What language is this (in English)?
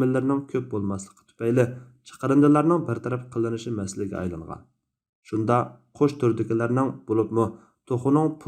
Uyghur